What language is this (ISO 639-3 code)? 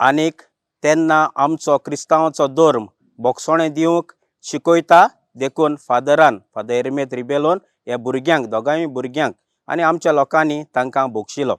kok